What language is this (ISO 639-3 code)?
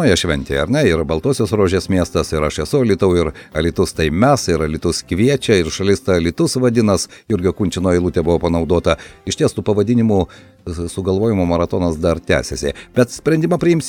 lit